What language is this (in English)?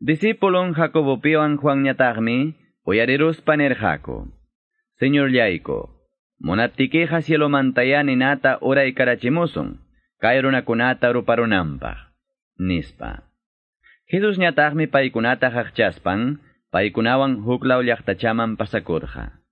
Ayacucho Quechua